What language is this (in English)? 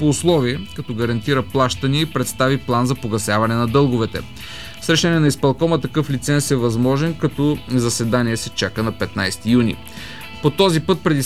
Bulgarian